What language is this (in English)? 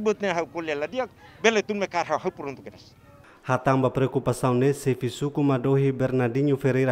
Tetum